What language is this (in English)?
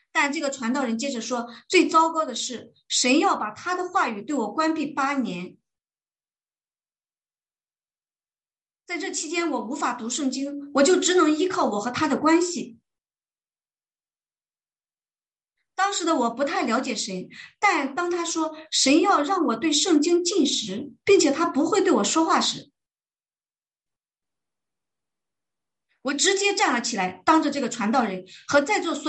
Chinese